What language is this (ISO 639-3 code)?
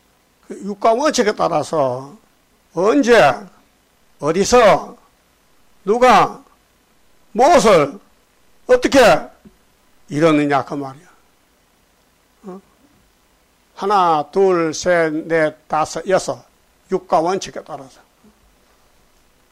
kor